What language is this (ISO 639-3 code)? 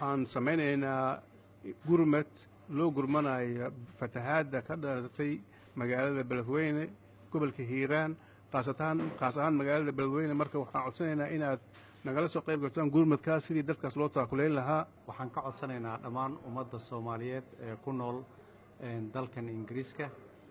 som